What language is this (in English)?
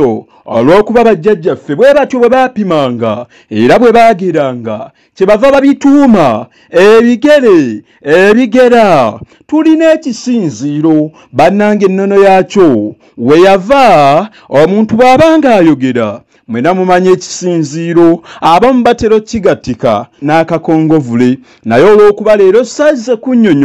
Ganda